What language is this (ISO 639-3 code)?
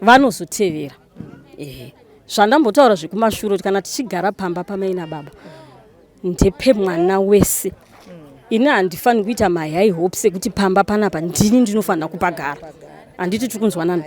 sna